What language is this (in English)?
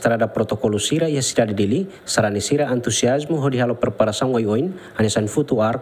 Tetum